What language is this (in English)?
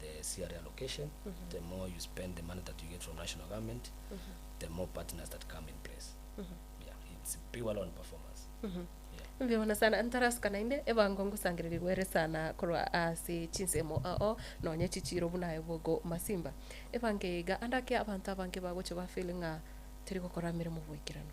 Gusii